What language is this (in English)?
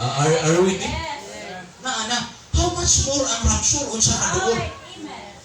Cebuano